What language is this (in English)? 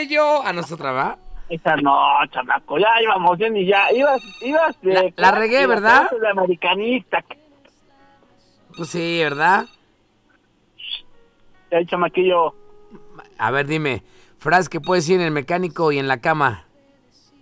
Spanish